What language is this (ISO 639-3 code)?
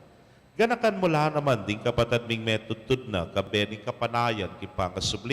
pam